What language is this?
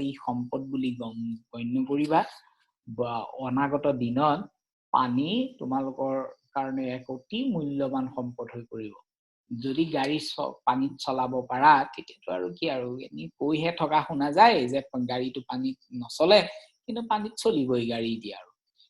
Assamese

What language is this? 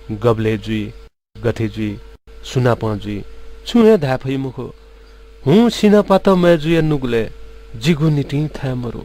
Newari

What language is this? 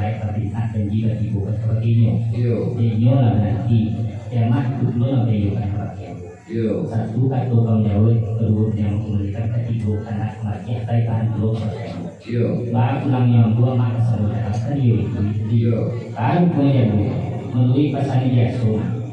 Minangkabau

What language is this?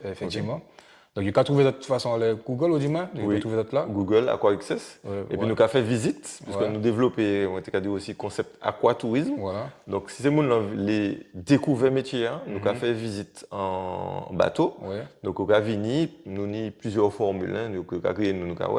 Guadeloupean Creole French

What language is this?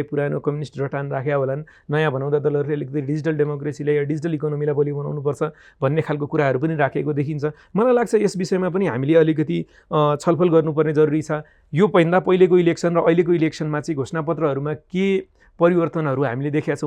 Nepali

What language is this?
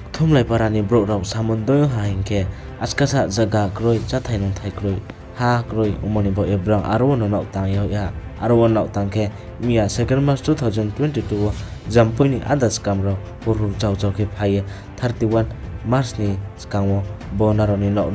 Riang (India)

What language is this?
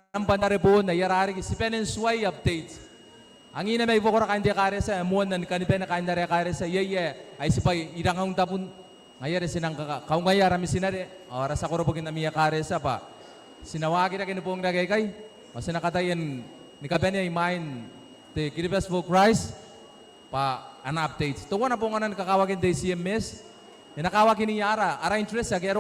Gilbertese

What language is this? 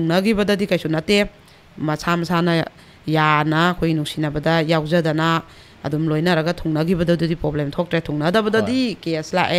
Manipuri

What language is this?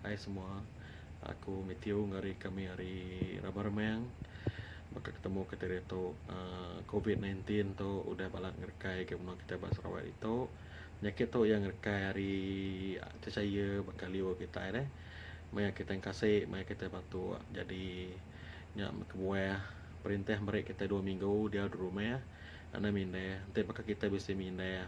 Iban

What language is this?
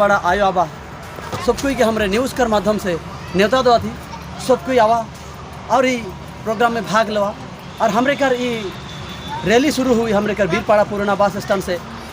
Sadri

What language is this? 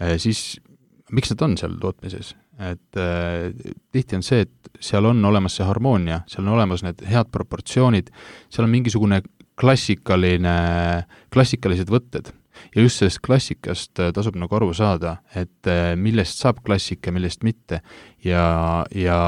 Estonian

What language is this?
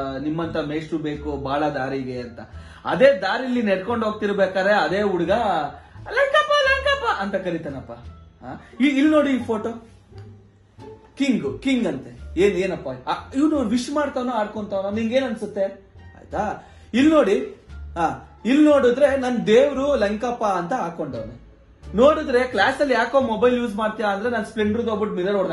Kannada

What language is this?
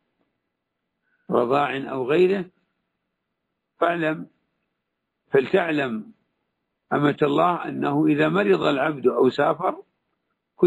Arabic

